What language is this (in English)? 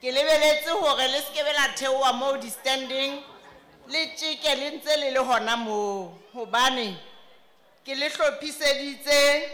Southern Sotho